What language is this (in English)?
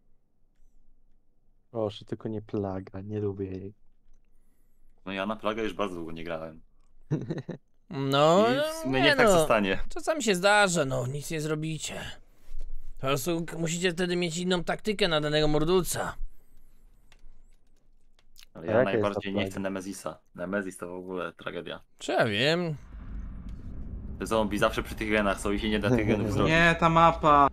Polish